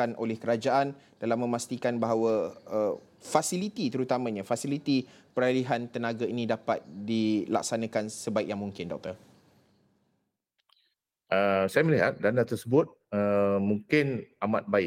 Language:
Malay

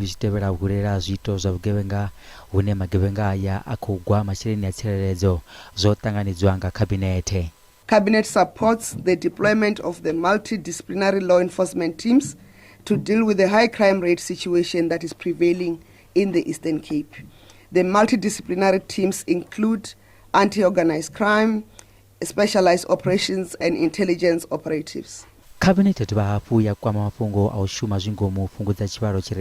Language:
Venda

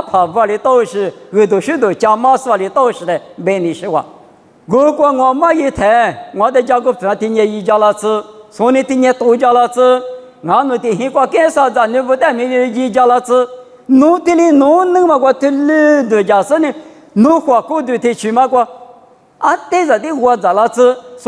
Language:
Lisu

